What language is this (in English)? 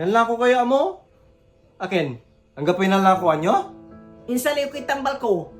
Pangasinan